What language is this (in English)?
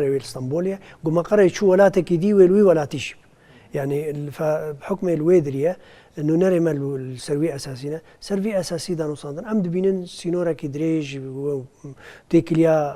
Kurdish